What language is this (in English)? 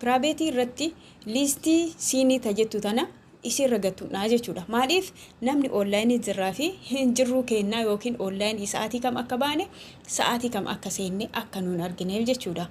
Oromo